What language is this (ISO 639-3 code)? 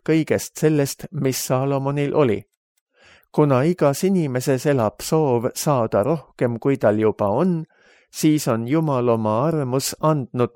est